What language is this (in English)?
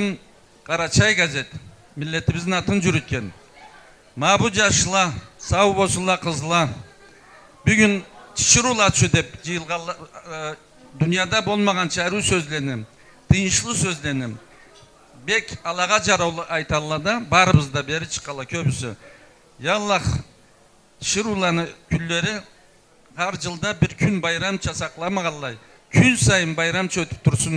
Karachay-Balkar